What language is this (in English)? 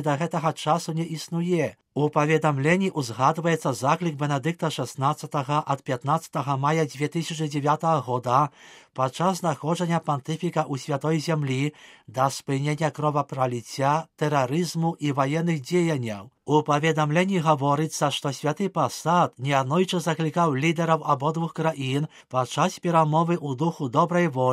Belarusian